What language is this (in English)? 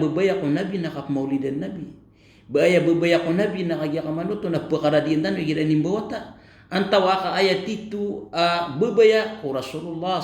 Maranao